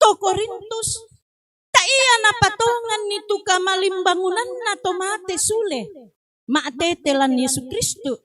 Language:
Toraja-Sa'dan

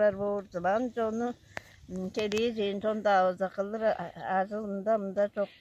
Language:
Tuvinian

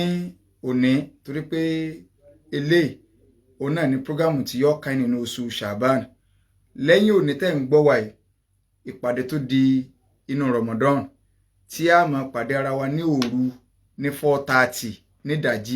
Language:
Yoruba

